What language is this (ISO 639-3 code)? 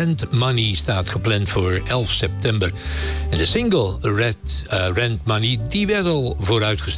nld